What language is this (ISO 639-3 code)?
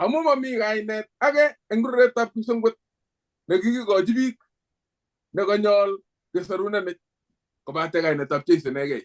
kln